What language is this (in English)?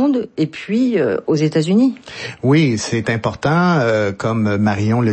French